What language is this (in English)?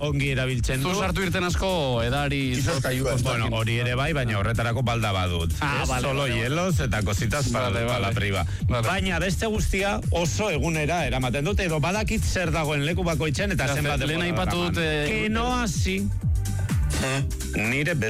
Basque